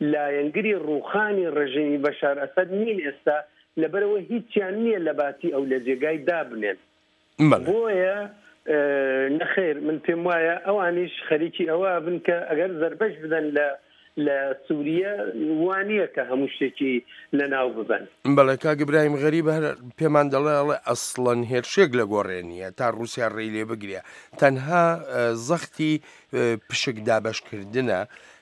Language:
Central Kurdish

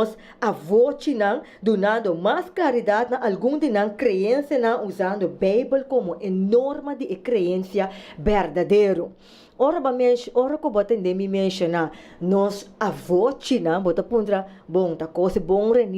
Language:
Papiamento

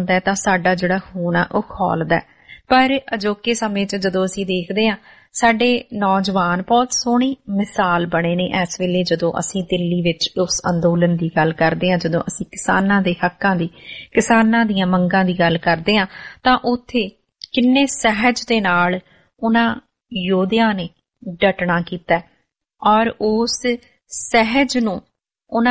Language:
Punjabi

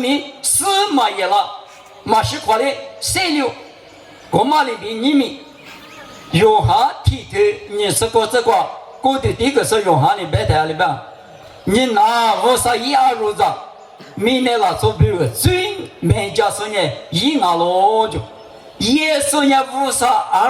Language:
Lisu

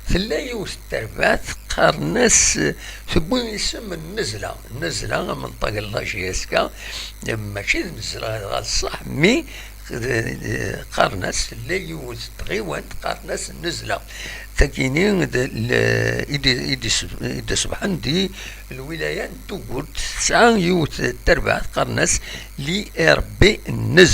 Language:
Kabyle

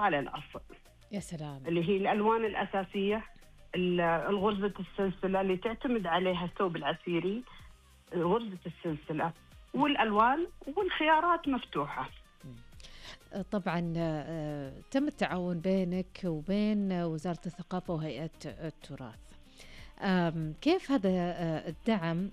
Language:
Najdi Arabic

